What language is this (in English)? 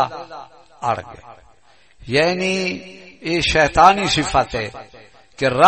Saraiki